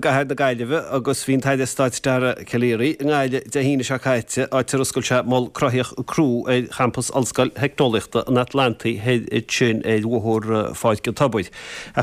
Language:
Irish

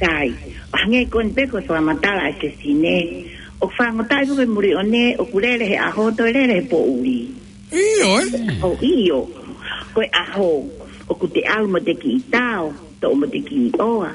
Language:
Tongan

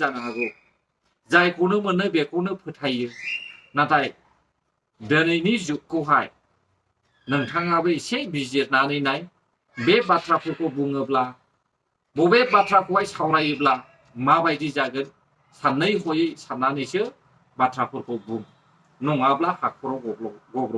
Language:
Bodo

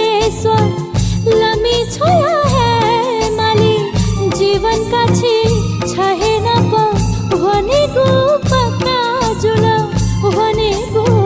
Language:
Newari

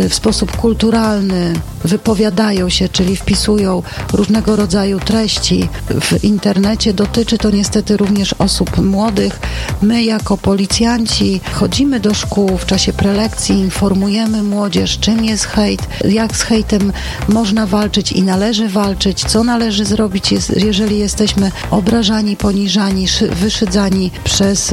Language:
Polish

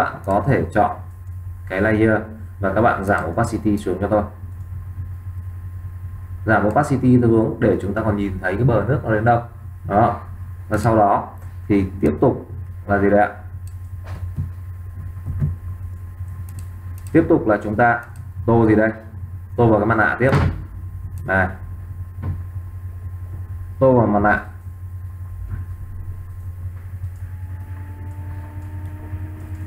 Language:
Vietnamese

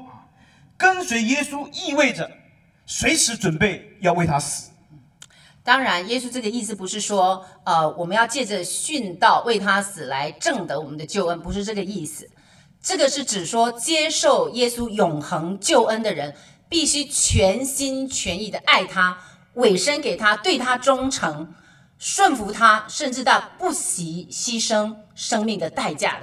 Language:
Chinese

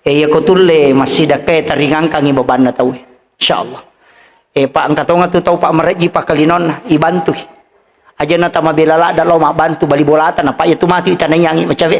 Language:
Buginese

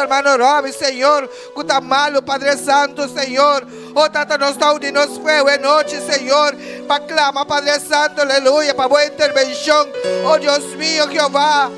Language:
Papiamento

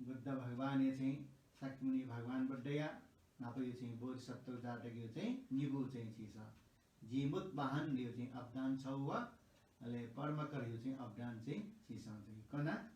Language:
Newari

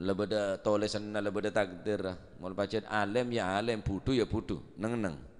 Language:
Madurese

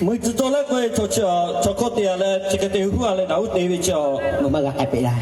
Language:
Lahu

